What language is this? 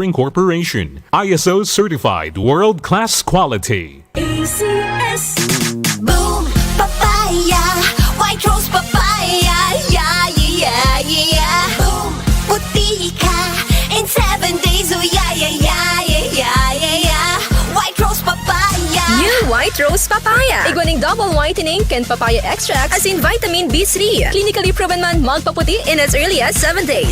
Bikol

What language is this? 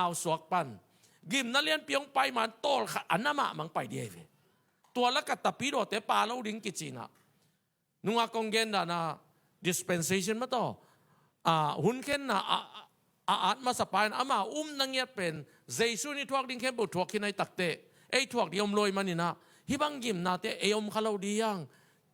Tedim Chin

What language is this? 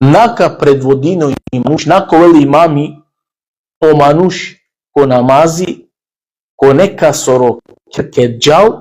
Balkan Romani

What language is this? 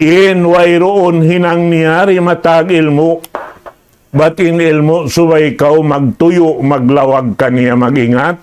Tausug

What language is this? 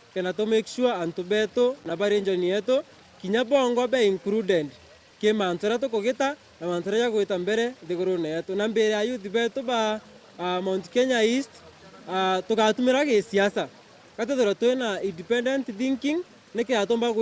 Meru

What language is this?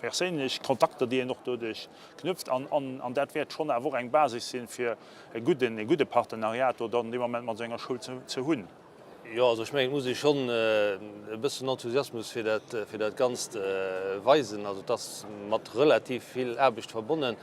Luxembourgish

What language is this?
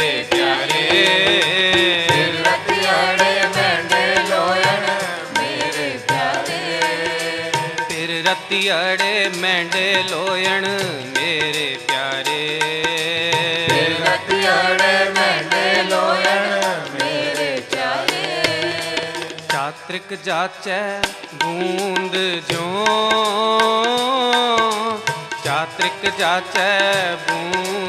Punjabi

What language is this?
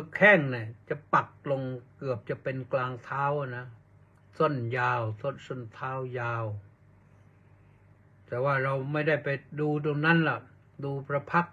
Thai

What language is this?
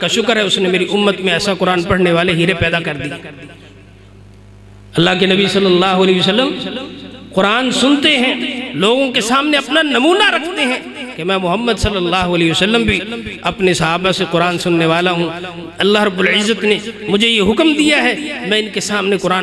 Urdu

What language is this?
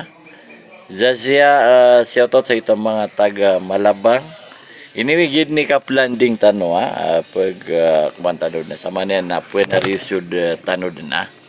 Maranao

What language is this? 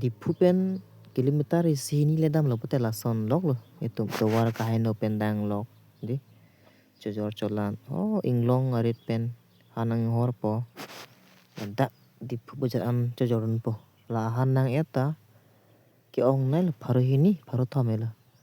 Karbi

